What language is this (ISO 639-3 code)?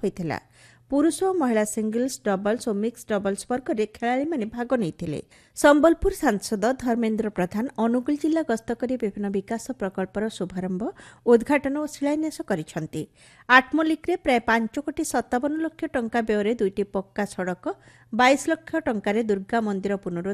ori